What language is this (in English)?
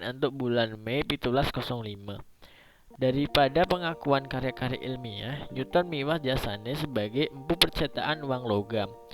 Balinese